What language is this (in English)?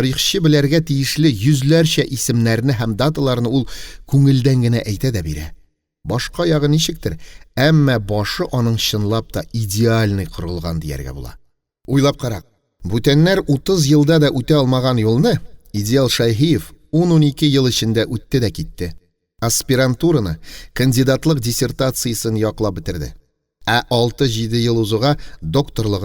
Tatar